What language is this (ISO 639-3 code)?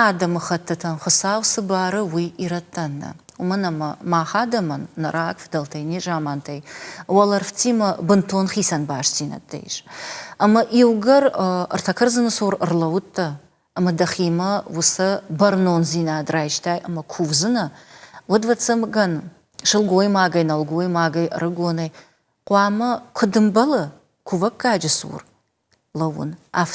oss